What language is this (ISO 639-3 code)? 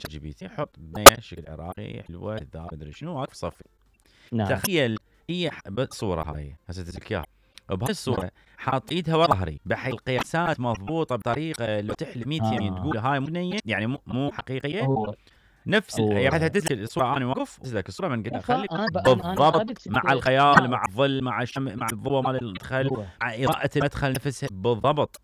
acm